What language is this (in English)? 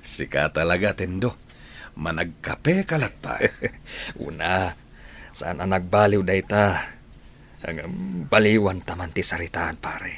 Iloko